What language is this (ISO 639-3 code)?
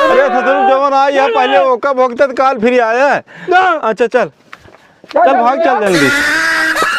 awa